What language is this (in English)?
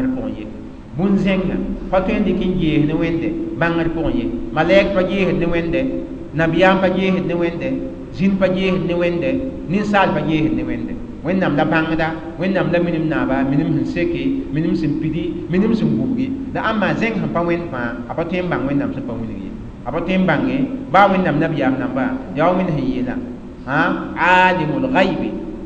Mossi